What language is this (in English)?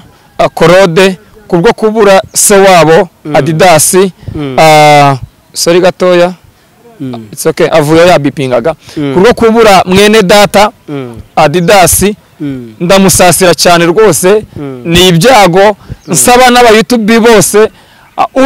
Kinyarwanda